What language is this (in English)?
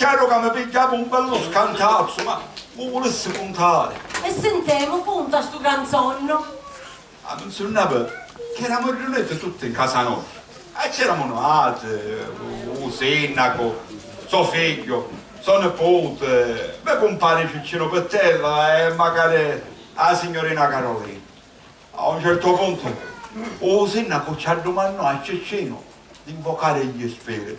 Sicilian